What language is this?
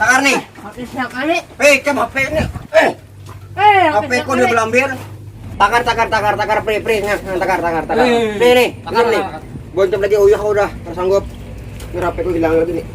Banjar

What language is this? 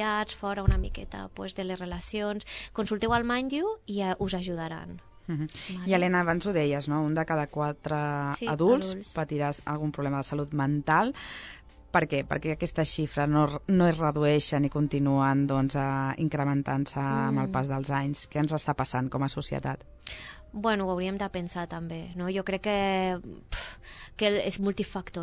Catalan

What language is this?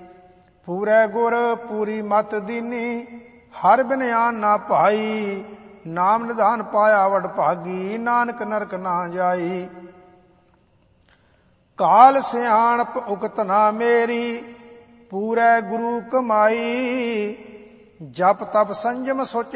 Punjabi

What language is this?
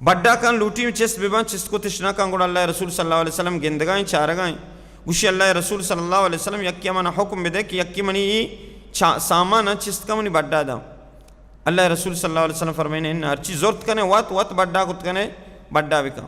Baluchi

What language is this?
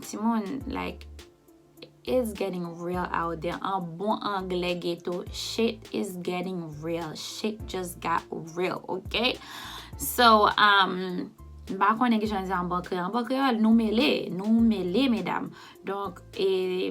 Haitian Creole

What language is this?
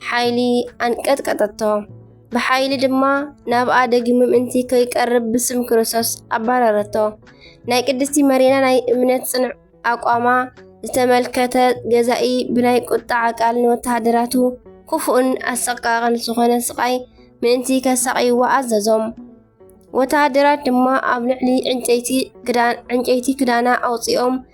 Tigrinya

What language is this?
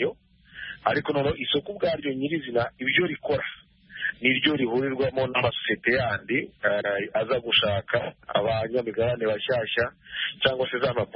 Kinyarwanda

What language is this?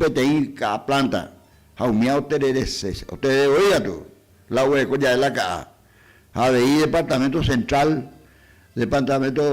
Guarani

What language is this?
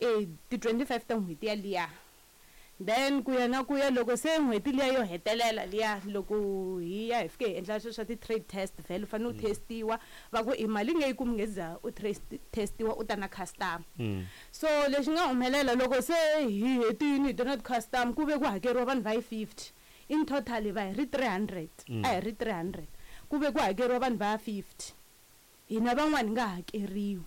Tsonga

